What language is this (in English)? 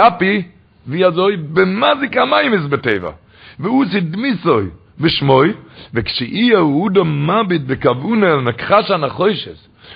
Yiddish